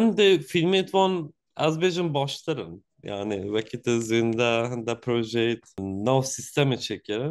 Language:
Kurdish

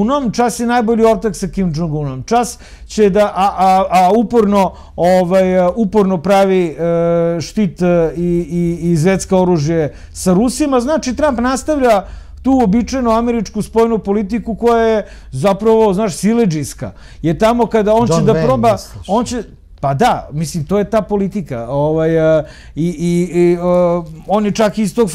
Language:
Serbian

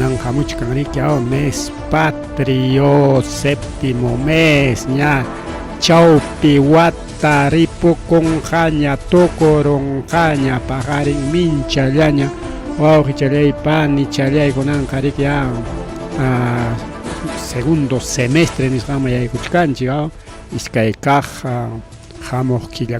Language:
Ayacucho Quechua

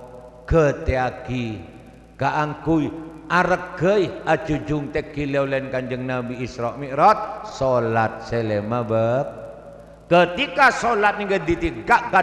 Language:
Madurese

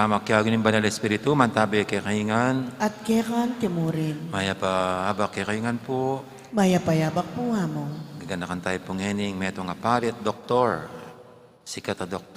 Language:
Pampanga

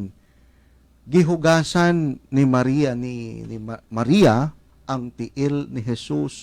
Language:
Cebuano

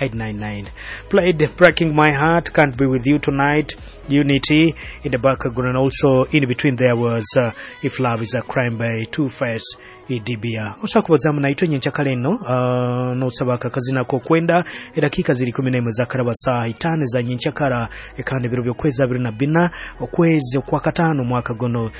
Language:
Nyoro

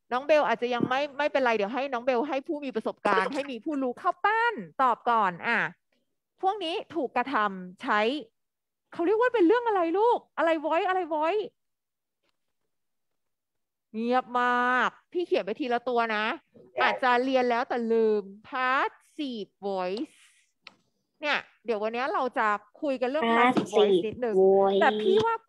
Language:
Thai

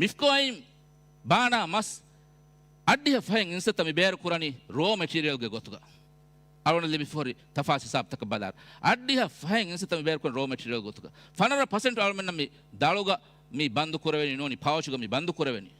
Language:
Divehi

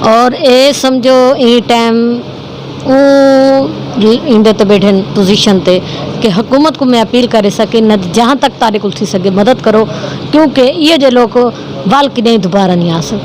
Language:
Saraiki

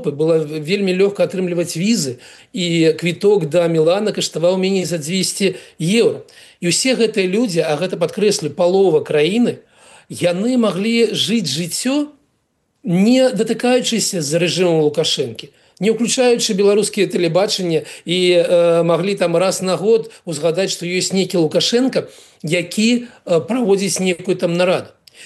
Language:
Belarusian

